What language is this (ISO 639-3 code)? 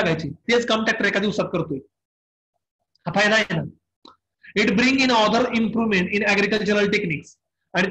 mar